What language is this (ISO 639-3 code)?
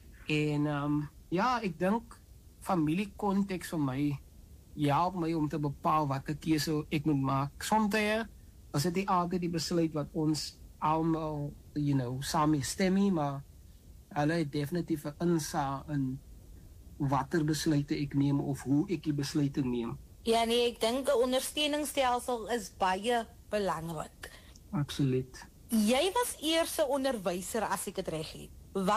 afr